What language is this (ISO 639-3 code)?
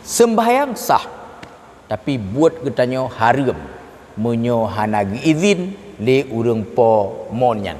ace